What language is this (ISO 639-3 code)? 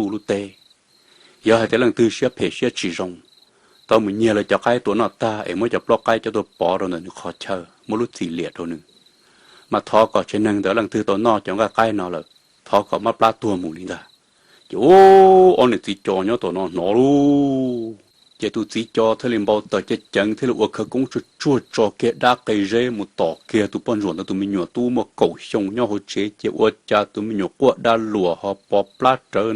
hmn